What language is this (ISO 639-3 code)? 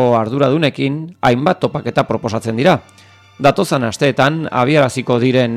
eus